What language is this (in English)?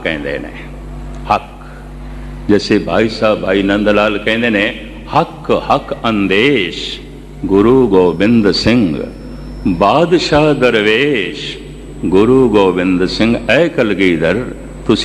Punjabi